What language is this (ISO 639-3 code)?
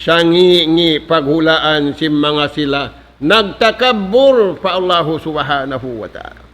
tsg